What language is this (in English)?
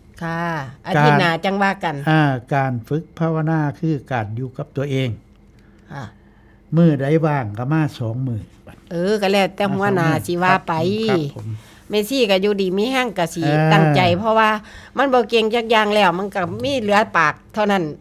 Northeastern Thai